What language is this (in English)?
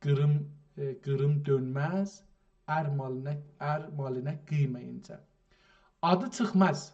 South Azerbaijani